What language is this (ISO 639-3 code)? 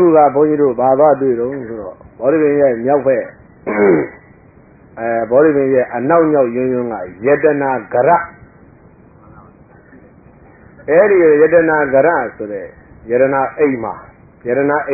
mya